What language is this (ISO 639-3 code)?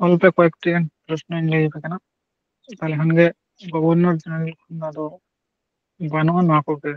sat